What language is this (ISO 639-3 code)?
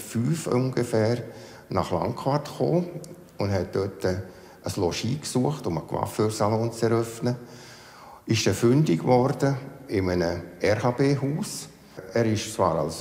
roh